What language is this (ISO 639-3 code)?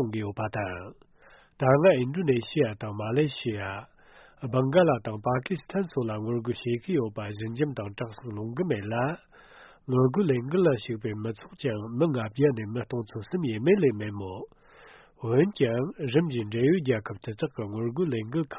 bod